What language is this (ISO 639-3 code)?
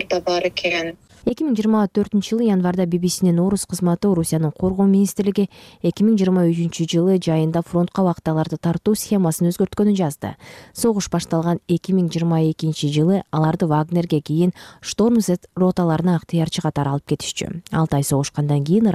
kir